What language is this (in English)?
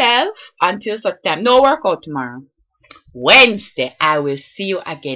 Jamaican Creole English